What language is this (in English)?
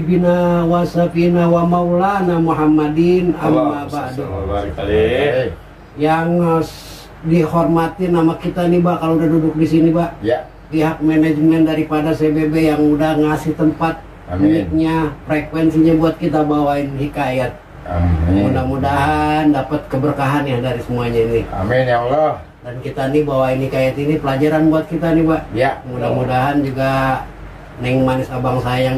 Betawi